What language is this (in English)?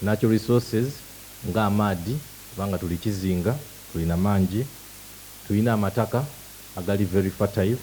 Soga